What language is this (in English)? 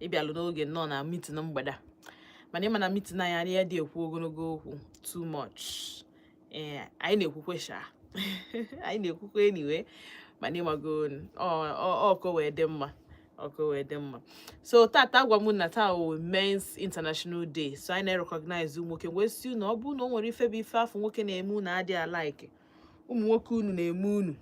Igbo